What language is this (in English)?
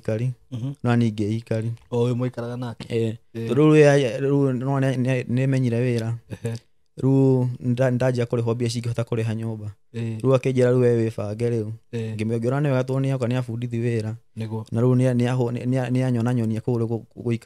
Kikuyu